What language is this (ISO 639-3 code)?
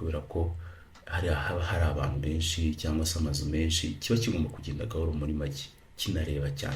kin